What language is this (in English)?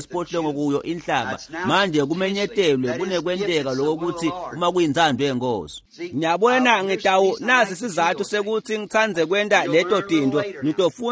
Swati